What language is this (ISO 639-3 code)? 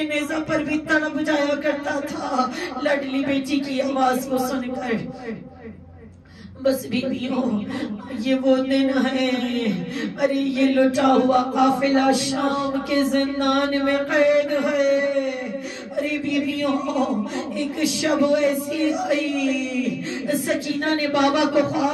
urd